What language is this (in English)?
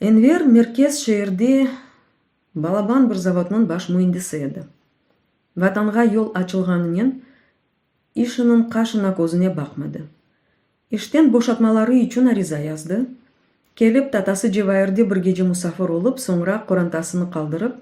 Crimean Tatar